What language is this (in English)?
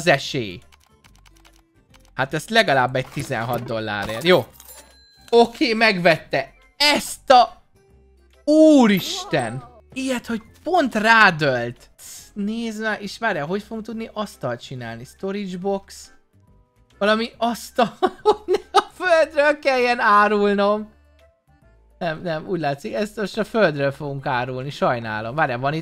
Hungarian